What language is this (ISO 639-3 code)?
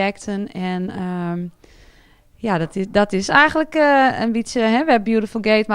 fry